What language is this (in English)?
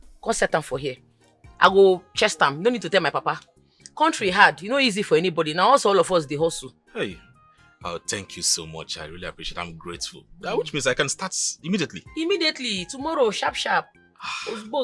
Nigerian Pidgin